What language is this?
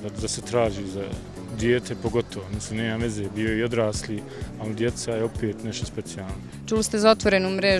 Bosnian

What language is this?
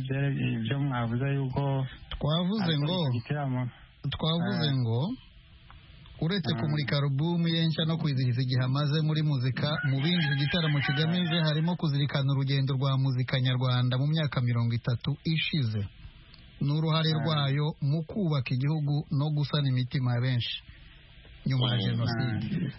Kinyarwanda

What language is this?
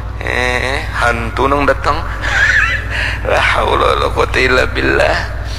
Banjar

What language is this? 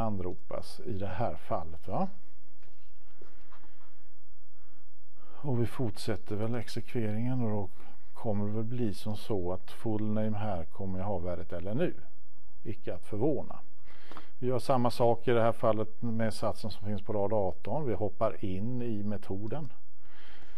Swedish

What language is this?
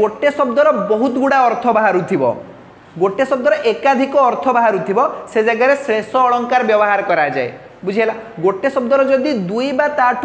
Odia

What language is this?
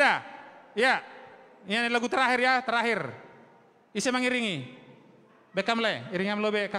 Batak Simalungun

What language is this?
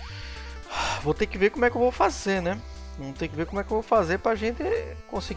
Portuguese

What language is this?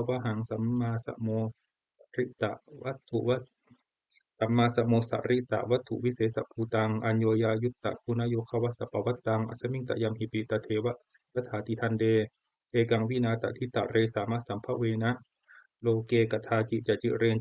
Pali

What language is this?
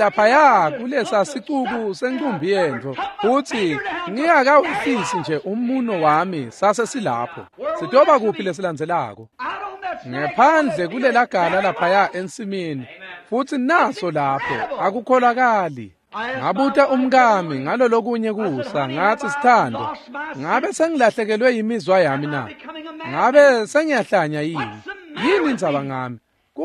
Swati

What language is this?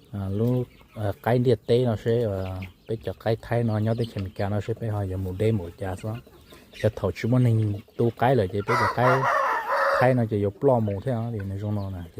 Hmong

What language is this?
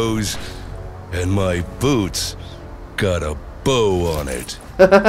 English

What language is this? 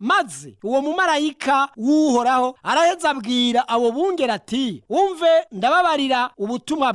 Rundi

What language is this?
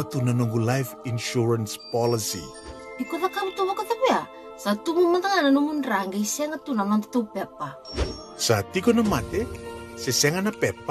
Fijian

